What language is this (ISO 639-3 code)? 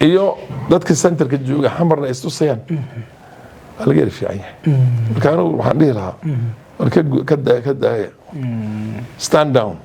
som